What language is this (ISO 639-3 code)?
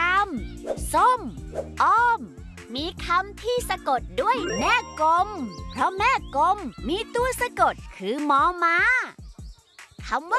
tha